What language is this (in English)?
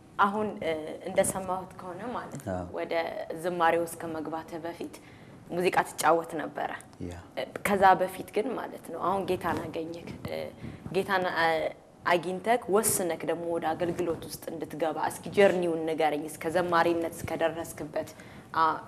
Amharic